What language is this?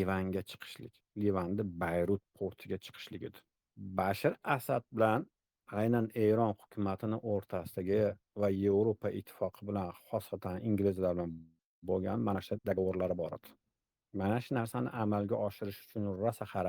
Uzbek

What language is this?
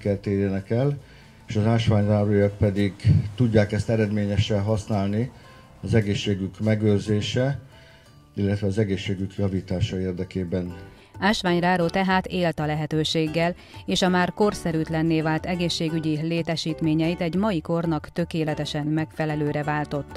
Hungarian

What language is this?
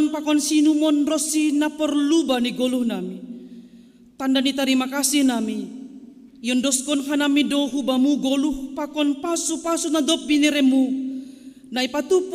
Batak Simalungun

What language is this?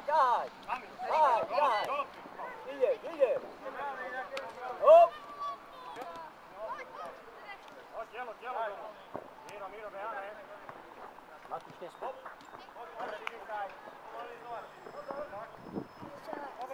Slovak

